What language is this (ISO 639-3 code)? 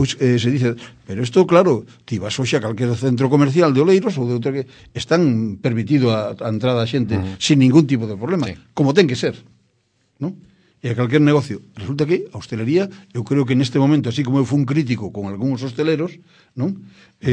glg